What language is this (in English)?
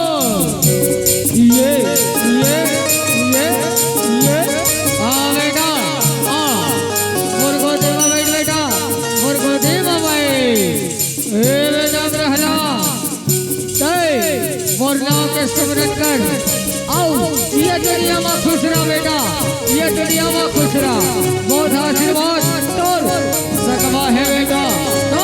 Chhattisgarhi